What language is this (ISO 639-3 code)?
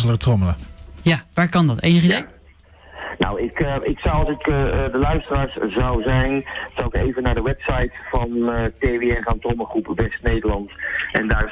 nld